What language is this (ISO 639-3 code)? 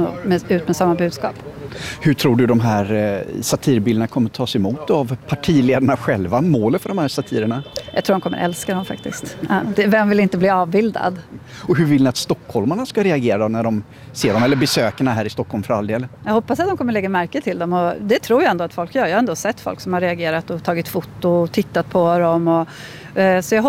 swe